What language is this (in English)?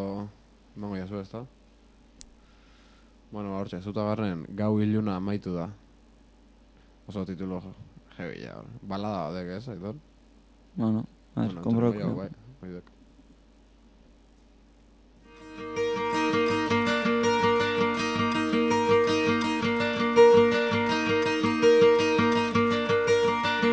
Basque